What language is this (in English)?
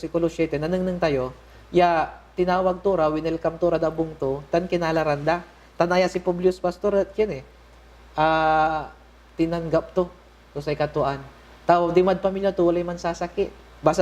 Pangasinan